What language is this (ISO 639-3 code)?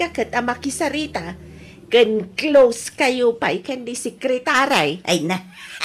ilo